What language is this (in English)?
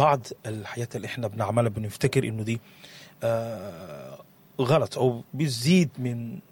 Sudanese Arabic